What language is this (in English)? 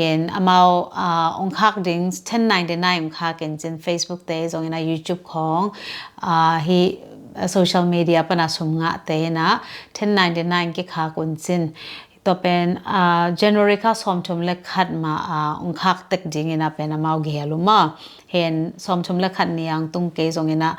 Tedim Chin